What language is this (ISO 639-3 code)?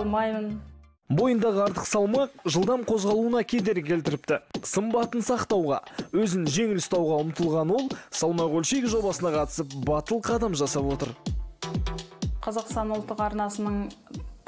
kaz